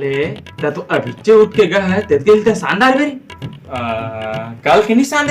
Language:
Chhattisgarhi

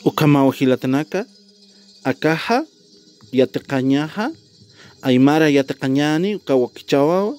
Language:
Aymara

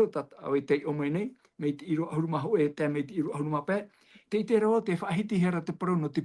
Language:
Tahitian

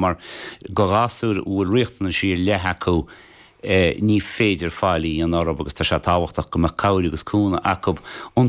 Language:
Irish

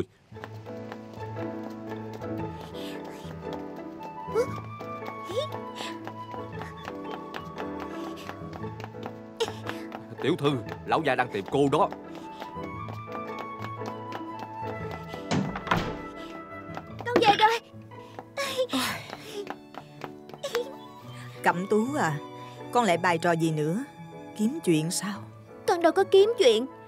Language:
Vietnamese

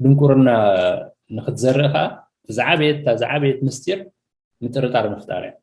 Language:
Tigrinya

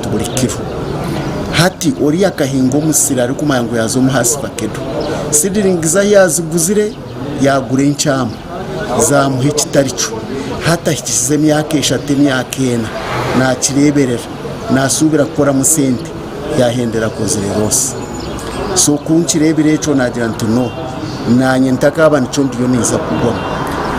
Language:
Nyankole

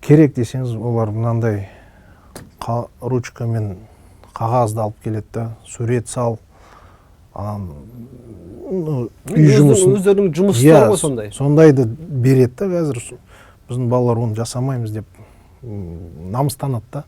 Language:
Kazakh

